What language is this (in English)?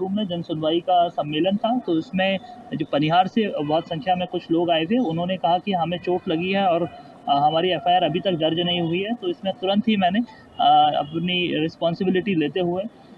Hindi